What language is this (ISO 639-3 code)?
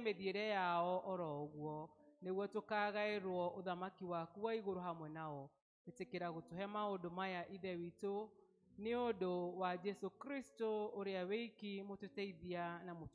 kik